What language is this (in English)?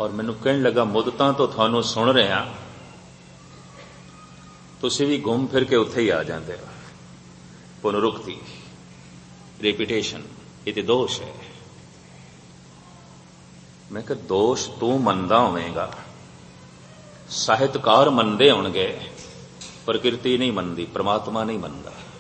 Punjabi